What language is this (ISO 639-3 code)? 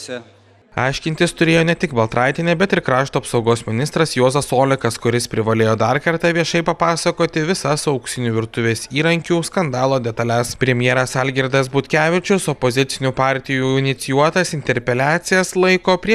lit